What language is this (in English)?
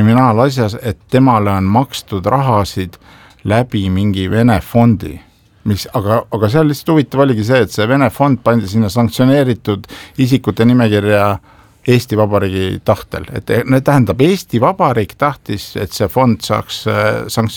Estonian